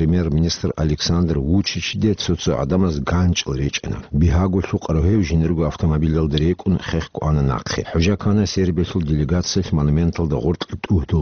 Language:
Avaric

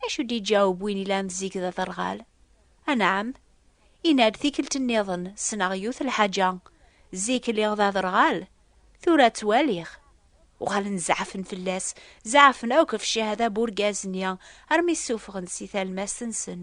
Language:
Kabyle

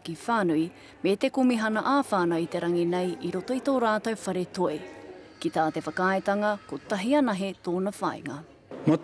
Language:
Māori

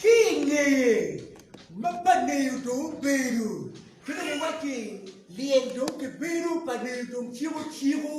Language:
Acoli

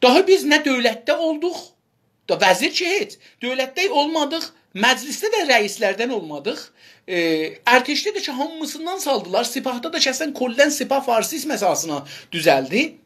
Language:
South Azerbaijani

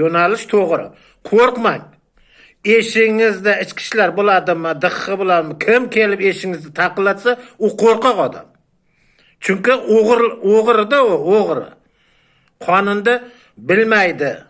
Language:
Uzbek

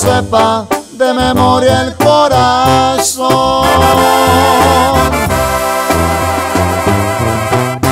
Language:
Spanish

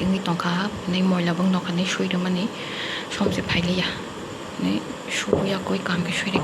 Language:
Kok Borok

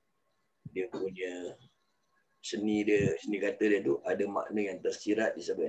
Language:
Malay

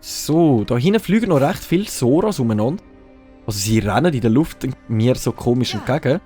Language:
Swiss German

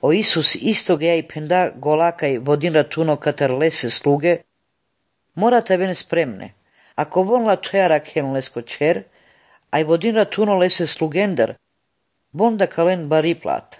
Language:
Slovenian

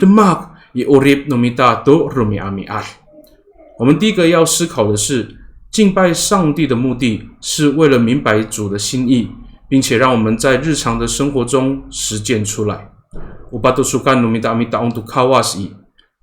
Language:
Amis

